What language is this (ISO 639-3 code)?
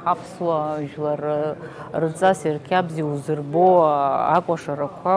abk